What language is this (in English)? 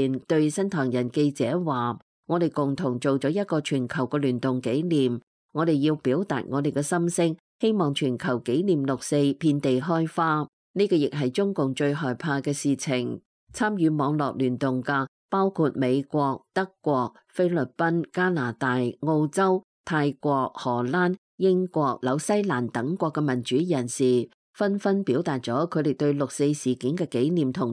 Cantonese